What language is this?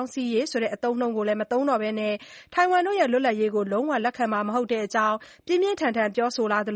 Burmese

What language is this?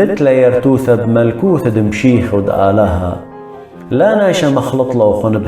Assyrian Neo-Aramaic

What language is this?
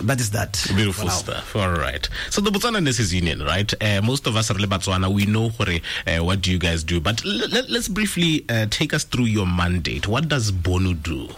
Tswana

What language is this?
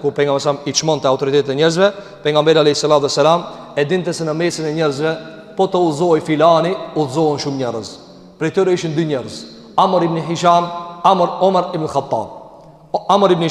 Albanian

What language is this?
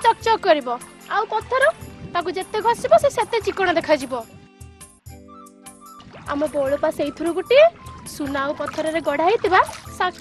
Odia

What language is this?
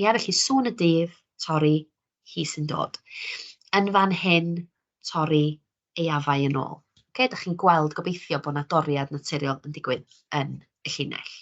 Welsh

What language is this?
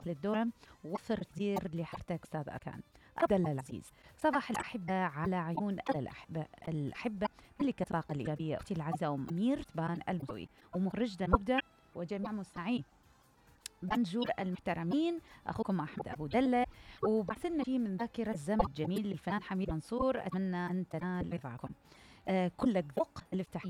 Mesopotamian Arabic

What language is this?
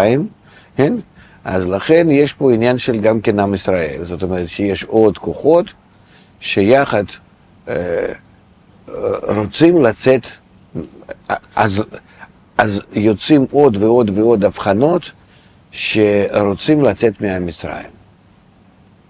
Hebrew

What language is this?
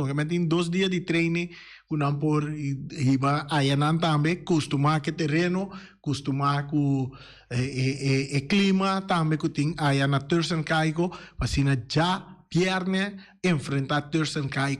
Papiamento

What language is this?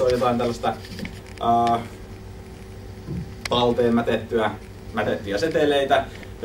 Finnish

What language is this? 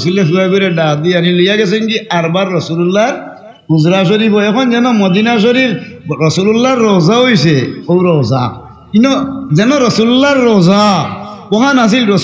Sylheti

